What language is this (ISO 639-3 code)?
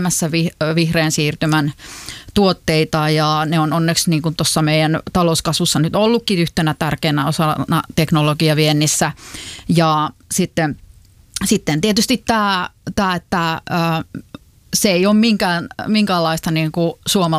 fin